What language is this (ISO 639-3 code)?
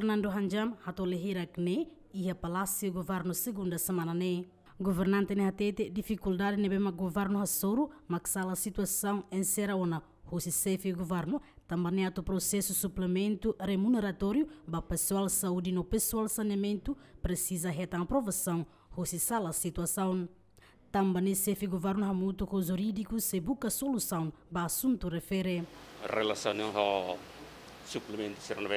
tet